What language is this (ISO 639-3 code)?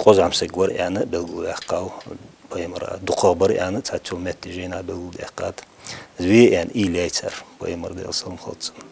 inh